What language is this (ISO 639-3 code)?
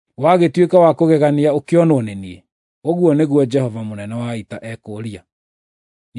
kik